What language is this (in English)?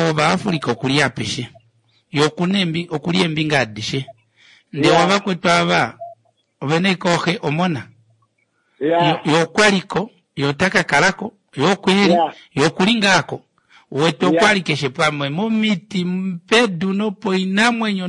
Kuanyama